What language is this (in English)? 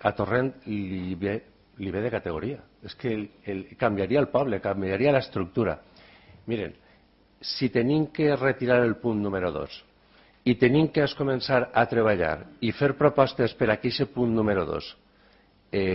Catalan